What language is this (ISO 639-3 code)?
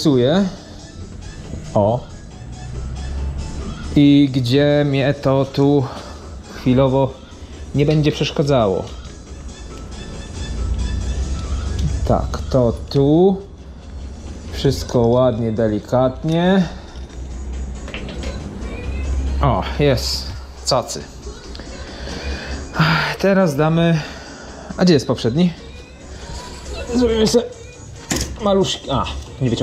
pol